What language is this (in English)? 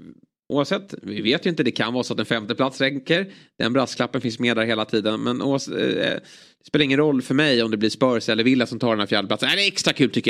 Swedish